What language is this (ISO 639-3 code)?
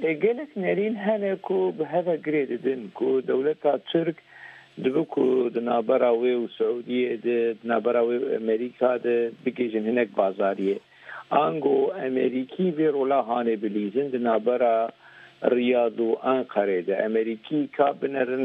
kur